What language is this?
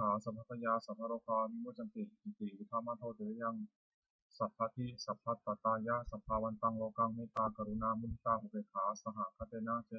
Pali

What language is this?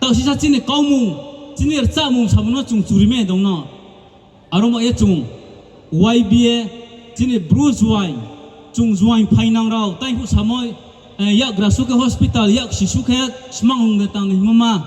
Riang (India)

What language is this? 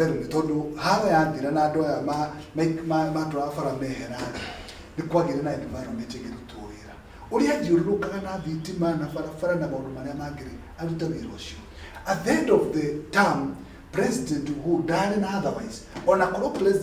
Kikuyu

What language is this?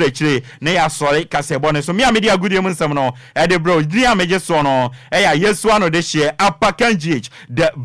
Akan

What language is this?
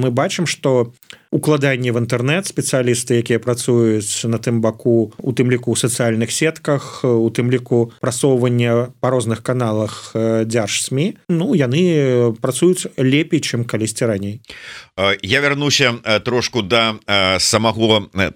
Belarusian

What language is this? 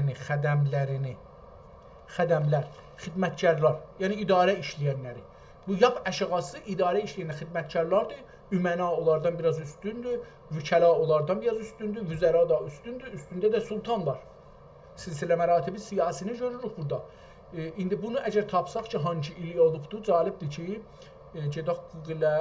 South Azerbaijani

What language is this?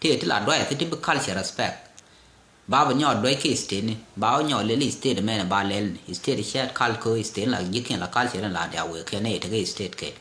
Nuer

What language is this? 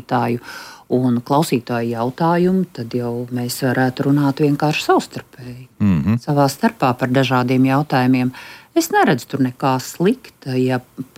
Latvian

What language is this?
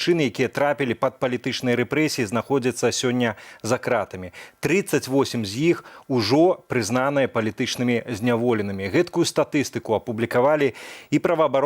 Belarusian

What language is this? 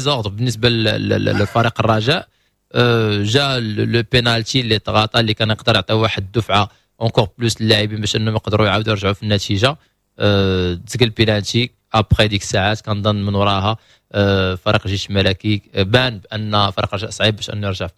Moroccan Arabic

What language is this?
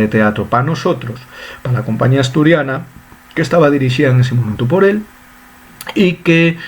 Asturian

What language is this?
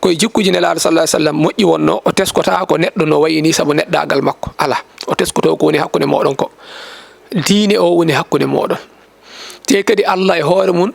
Fula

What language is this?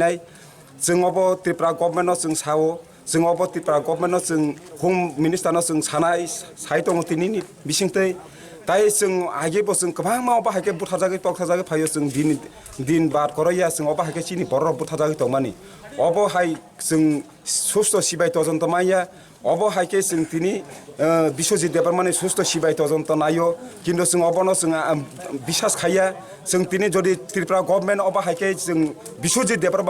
Kok Borok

